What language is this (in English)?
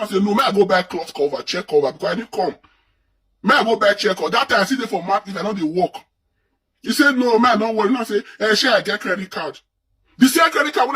Nigerian Pidgin